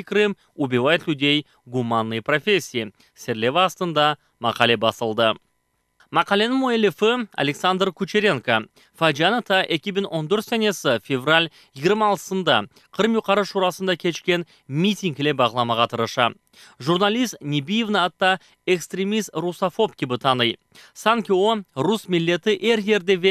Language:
Crimean Tatar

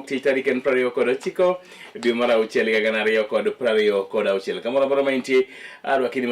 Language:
Luo (Kenya and Tanzania)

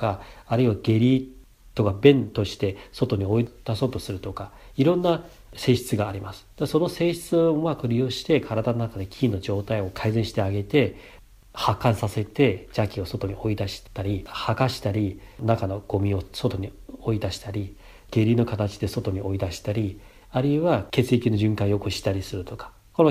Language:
Japanese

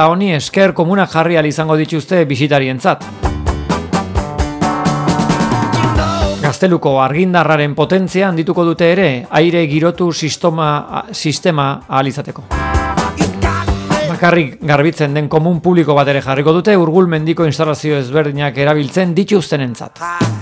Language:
Basque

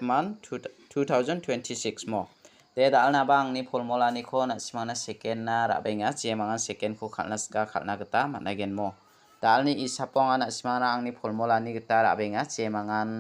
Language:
Garo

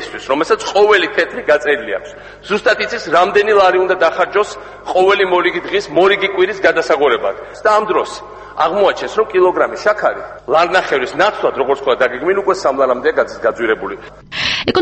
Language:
Georgian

